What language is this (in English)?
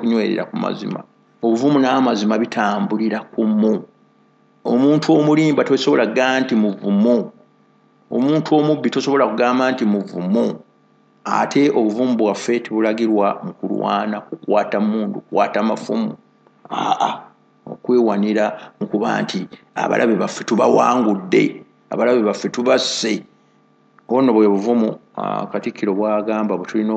Ganda